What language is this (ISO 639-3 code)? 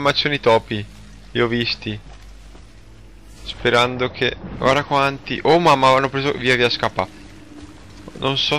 ita